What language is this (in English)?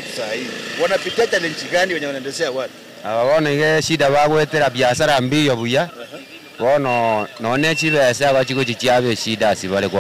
Gusii